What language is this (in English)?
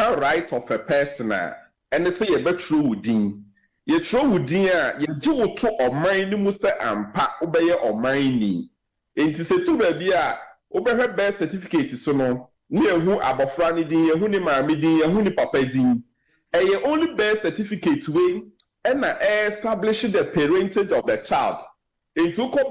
Akan